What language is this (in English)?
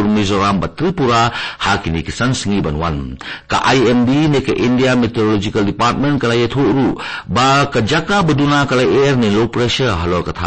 Khasi